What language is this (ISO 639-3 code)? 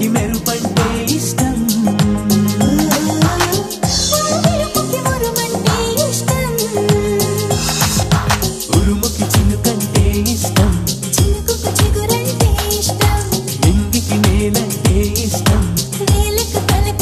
tel